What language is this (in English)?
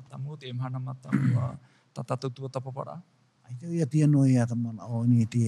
Tahitian